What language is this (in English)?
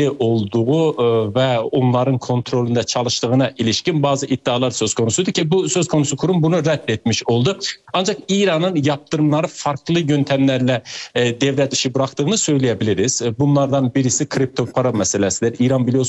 Turkish